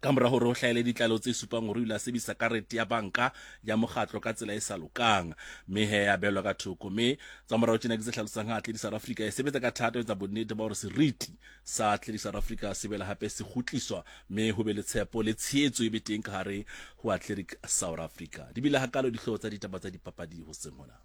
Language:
Southern Sotho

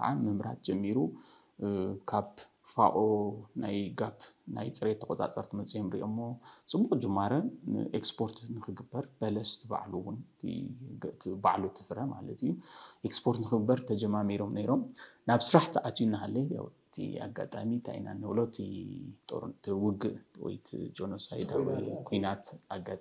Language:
Tigrinya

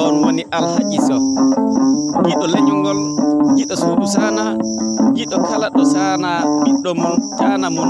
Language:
Fula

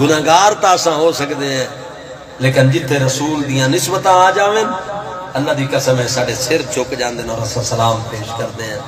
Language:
Saraiki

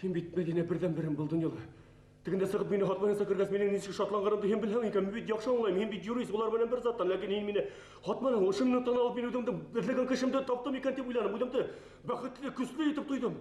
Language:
Bashkir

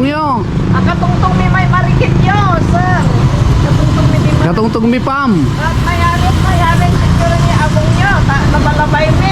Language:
Pangasinan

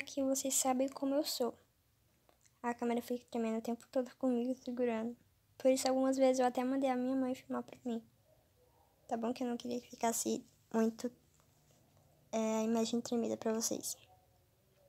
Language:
Portuguese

